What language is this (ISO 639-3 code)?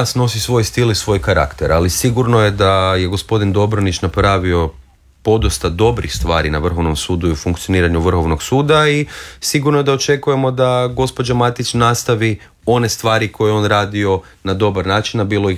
hrv